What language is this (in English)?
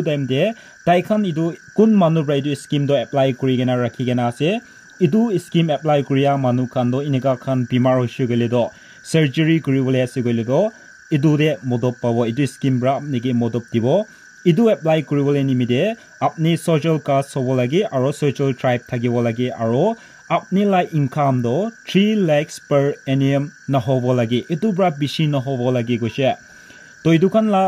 Naga Pidgin